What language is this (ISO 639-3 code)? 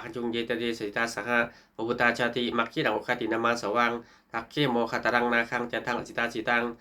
pli